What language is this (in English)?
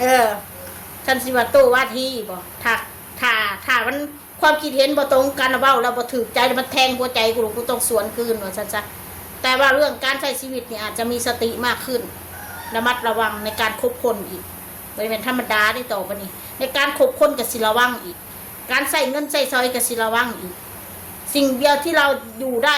Northeastern Thai